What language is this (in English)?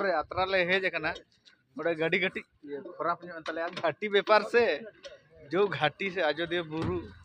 Santali